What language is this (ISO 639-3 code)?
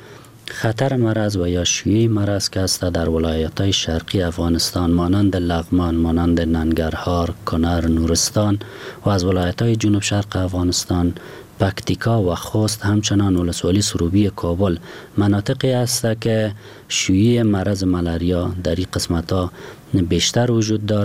fas